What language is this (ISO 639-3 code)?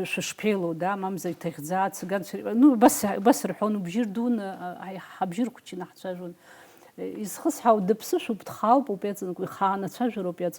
abk